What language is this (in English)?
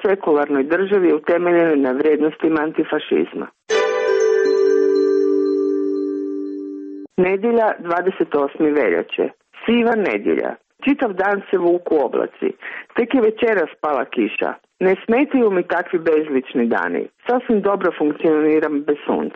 Croatian